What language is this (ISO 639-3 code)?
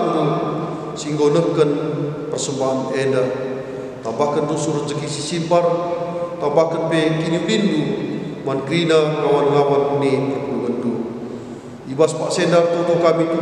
btx